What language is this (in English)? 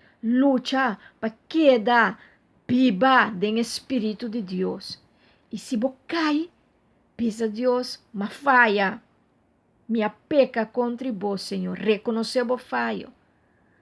Papiamento